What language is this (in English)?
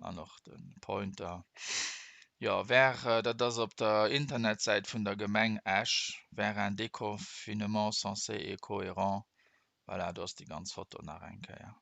Luxembourgish